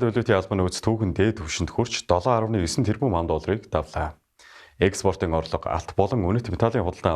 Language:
Mongolian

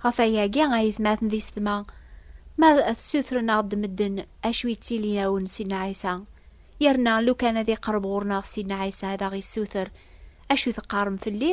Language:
Kabyle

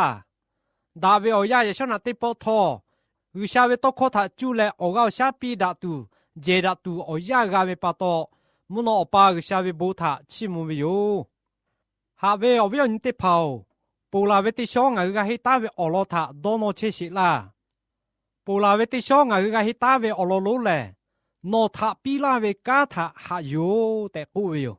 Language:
Lahu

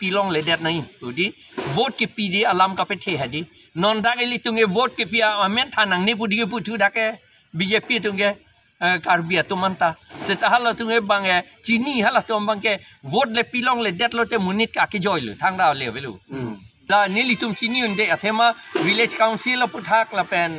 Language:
Karbi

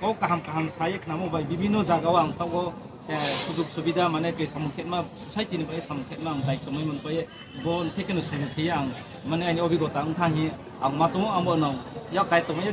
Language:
Riang (India)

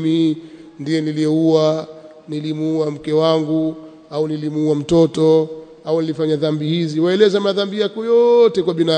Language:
Swahili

